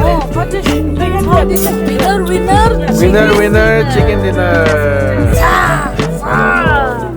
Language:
Tibetan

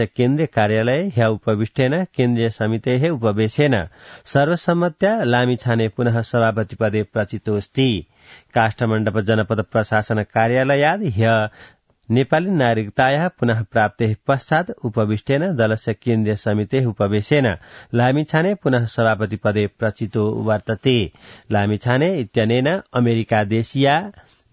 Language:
Sanskrit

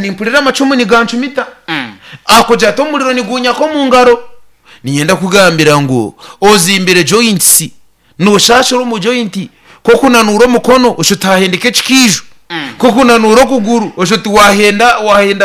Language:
Nyankole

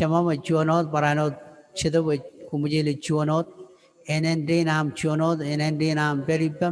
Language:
Marshallese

